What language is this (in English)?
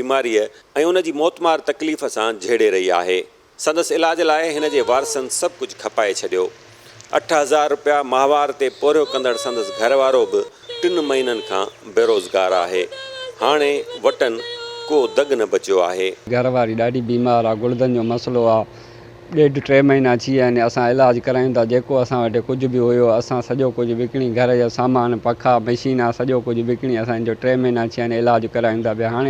Sindhi